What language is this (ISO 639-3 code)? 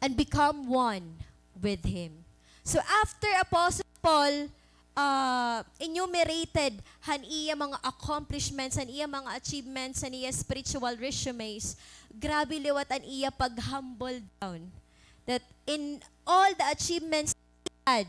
war